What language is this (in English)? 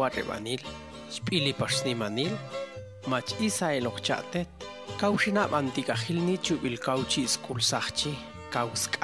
Popti'